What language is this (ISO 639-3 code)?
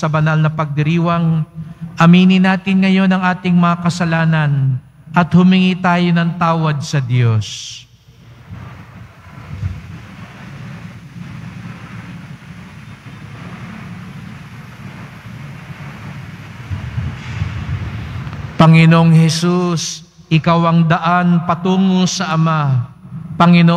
fil